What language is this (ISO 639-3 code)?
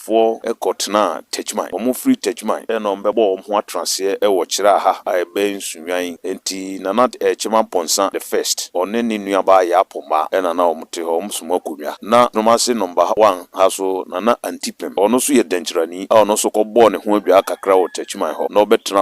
aka